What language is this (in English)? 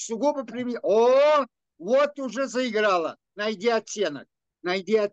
Russian